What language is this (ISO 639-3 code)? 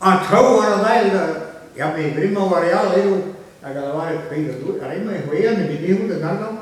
bre